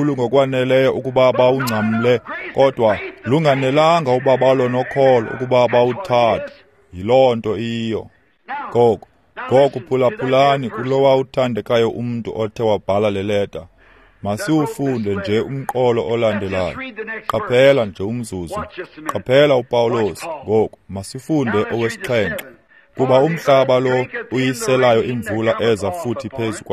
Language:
Xhosa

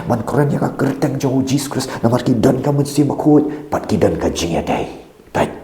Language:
Khasi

